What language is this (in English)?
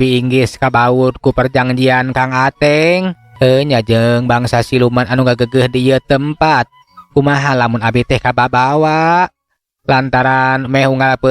Sundanese